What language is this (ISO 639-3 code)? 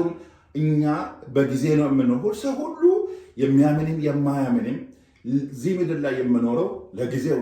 amh